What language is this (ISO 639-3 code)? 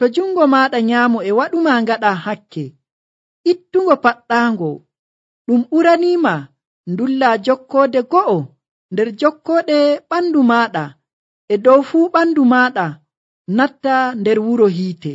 fuv